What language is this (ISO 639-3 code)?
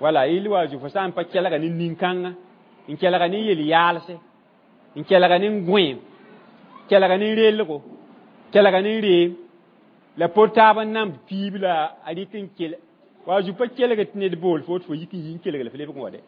mos